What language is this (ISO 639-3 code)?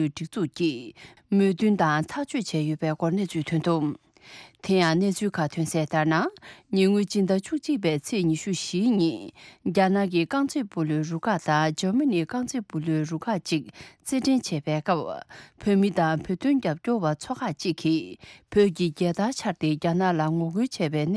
bod